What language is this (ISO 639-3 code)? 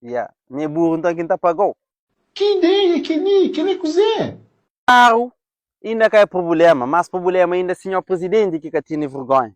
kea